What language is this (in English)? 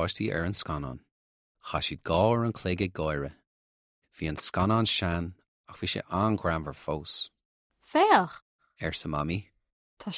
Irish